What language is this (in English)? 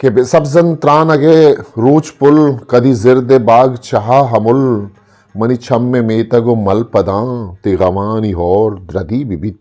Eastern Balochi